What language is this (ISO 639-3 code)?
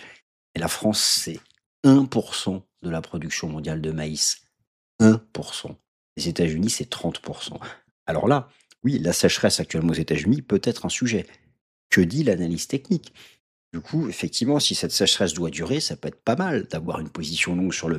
fra